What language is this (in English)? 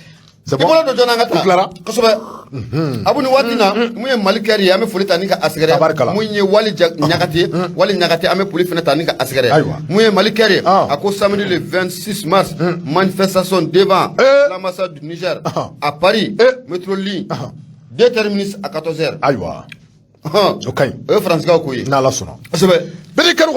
Bambara